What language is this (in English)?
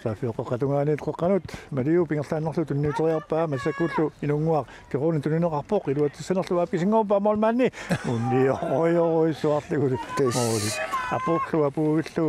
Kalaallisut